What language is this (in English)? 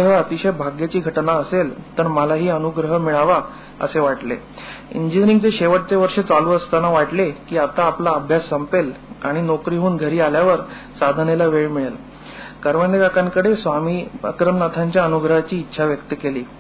Marathi